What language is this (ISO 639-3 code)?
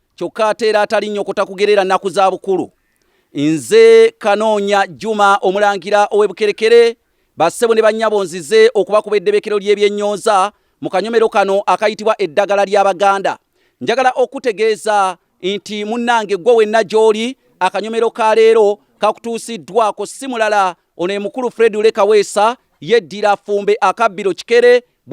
lug